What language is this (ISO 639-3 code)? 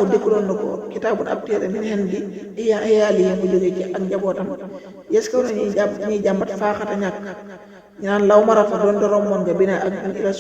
wol